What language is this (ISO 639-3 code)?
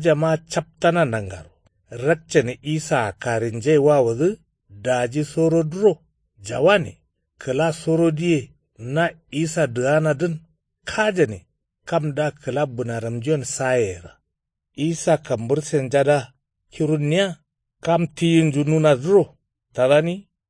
kau